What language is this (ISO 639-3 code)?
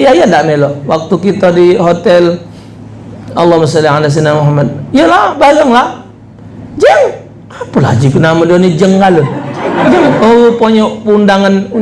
mui